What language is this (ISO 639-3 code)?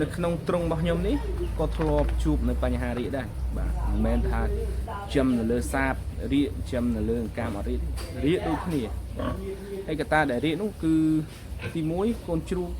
khm